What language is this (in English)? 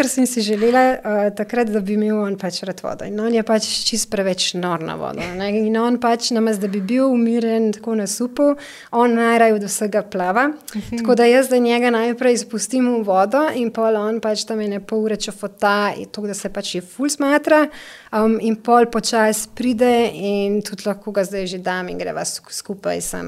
Slovenian